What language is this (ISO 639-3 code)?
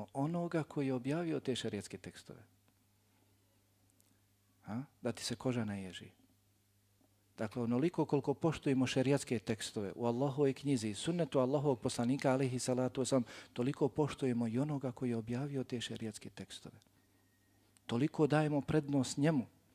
bos